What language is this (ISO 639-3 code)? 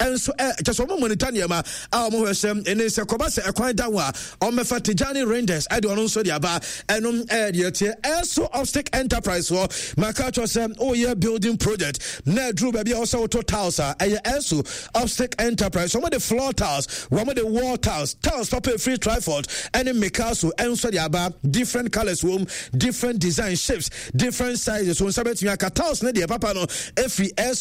aka